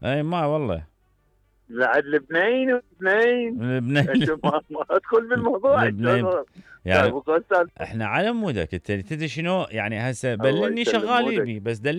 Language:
Mesopotamian Arabic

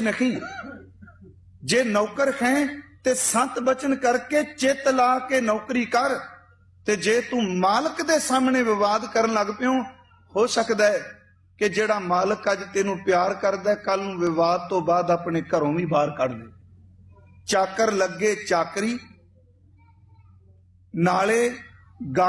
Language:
Punjabi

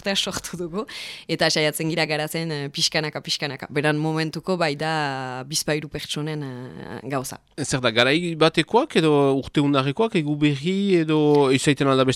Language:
Basque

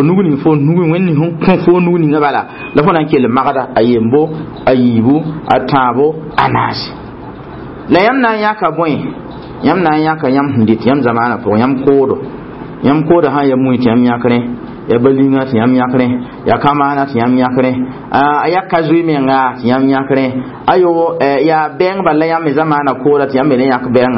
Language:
Mossi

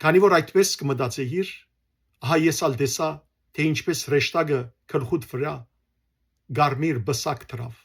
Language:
Western Armenian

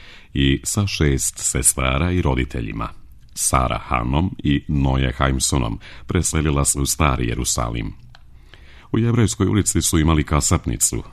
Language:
Serbian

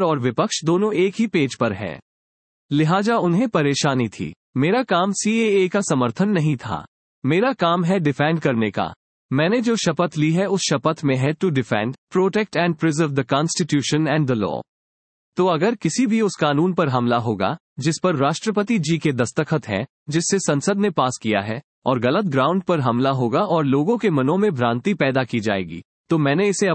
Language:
Hindi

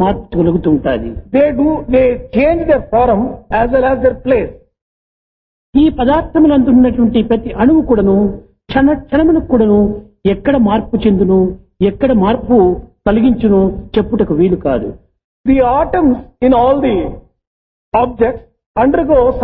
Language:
Telugu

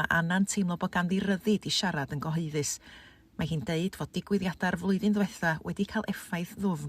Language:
Welsh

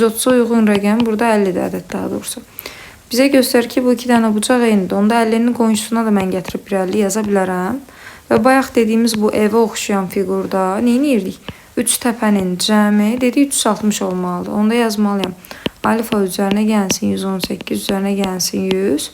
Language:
Azerbaijani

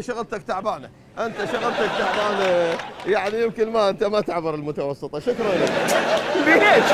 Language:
Mesopotamian Arabic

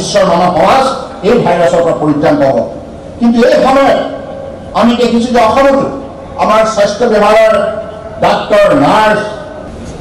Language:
Assamese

